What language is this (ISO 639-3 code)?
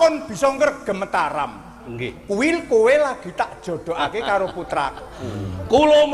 jav